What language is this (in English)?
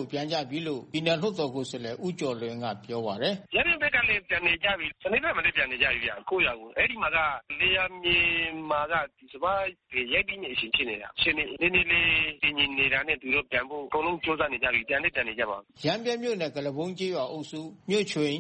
Burmese